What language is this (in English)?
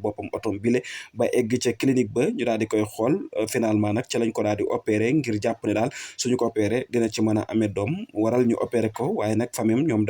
Wolof